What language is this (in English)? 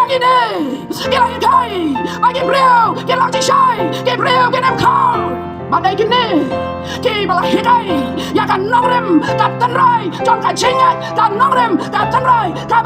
Khasi